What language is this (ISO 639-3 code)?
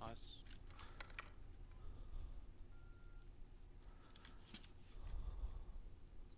swe